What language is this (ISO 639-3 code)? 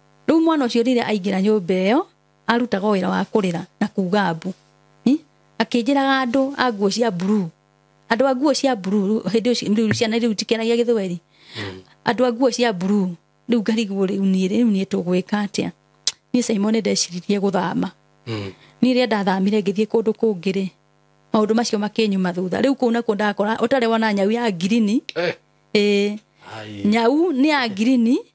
kik